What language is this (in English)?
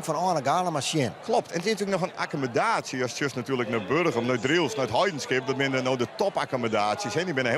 Western Frisian